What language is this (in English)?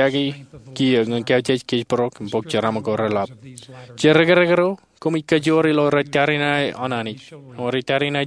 Marshallese